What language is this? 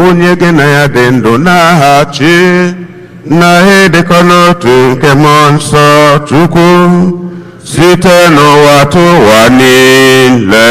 Igbo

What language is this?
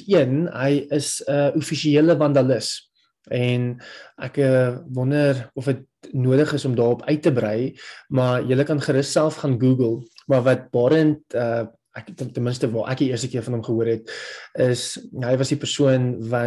Afrikaans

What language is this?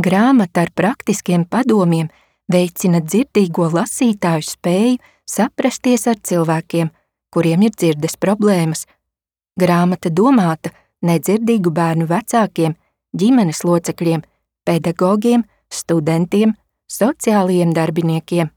Latvian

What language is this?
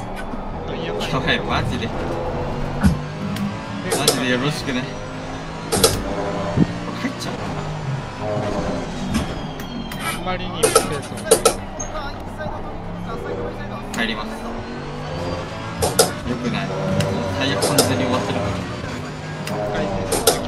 Japanese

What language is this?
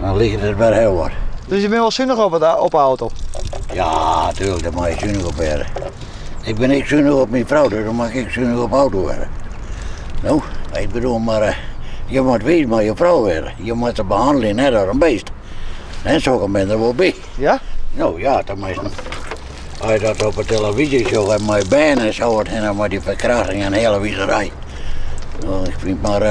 Western Frisian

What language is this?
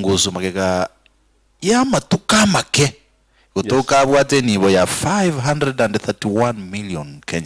Gusii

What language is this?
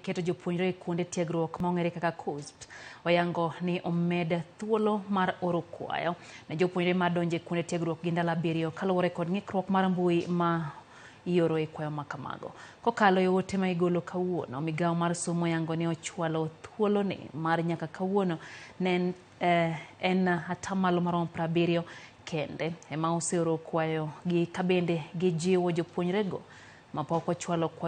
Luo (Kenya and Tanzania)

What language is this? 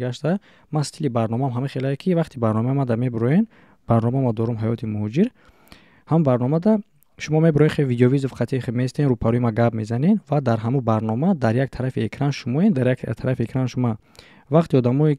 Tajik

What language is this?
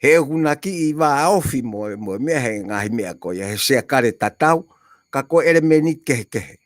Tongan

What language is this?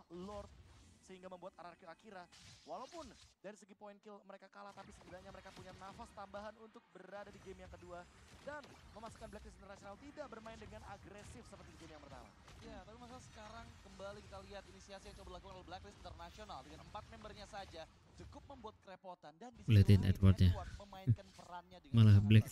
Indonesian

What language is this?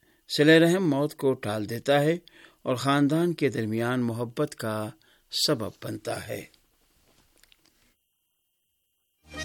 Urdu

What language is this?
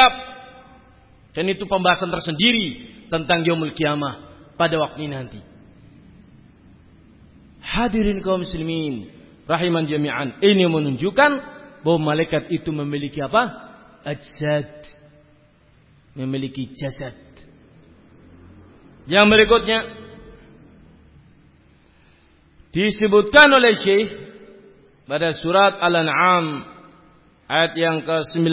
Indonesian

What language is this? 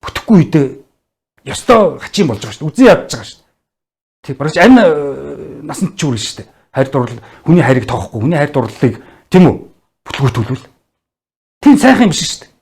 Mongolian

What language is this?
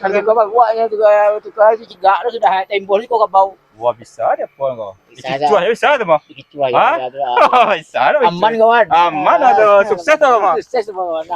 Minangkabau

